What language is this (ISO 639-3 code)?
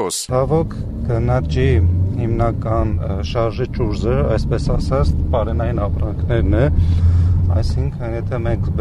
hye